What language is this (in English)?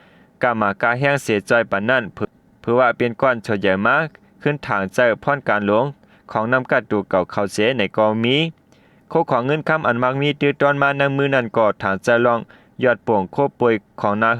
Shan